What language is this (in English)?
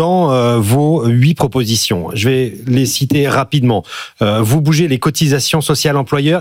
French